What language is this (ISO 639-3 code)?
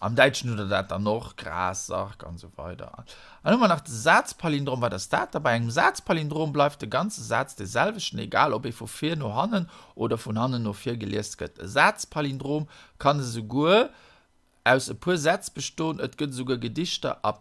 ltz